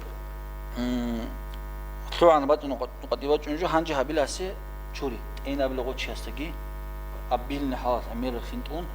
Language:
Avaric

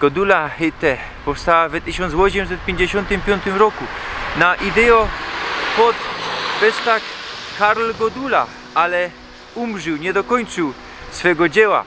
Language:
Silesian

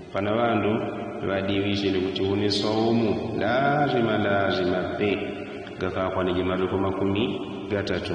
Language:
Yao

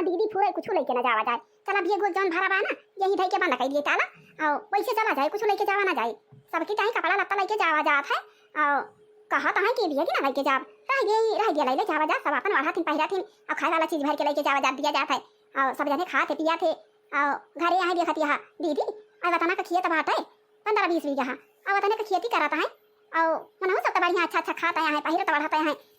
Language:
Awadhi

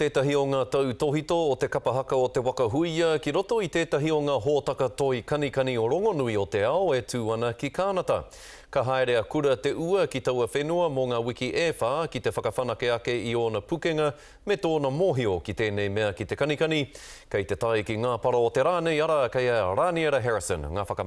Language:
Māori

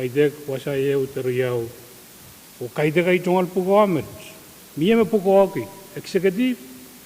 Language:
Pohnpeian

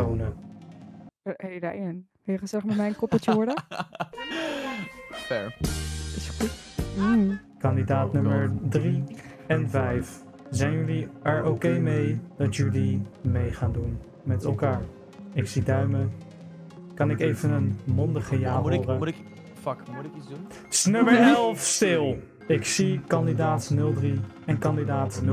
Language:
Dutch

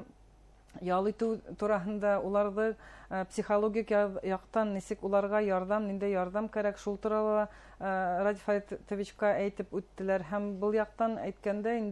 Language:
Bashkir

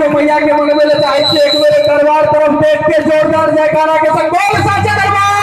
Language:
Maithili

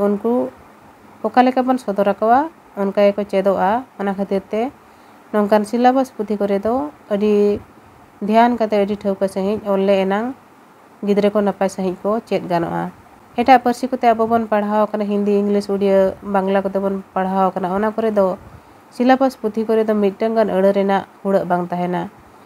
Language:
Santali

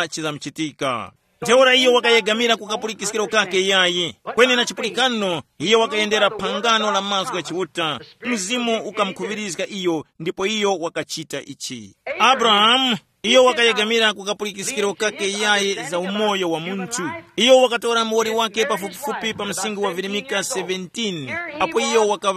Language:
Tumbuka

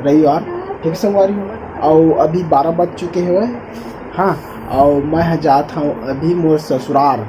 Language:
Chhattisgarhi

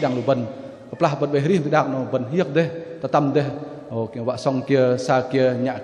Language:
Bahnar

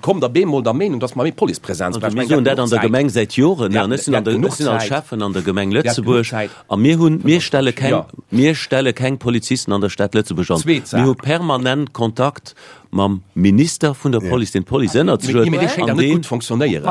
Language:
Luxembourgish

